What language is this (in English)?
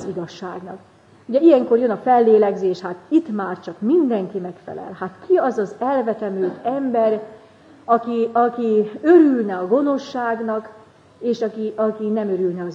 Hungarian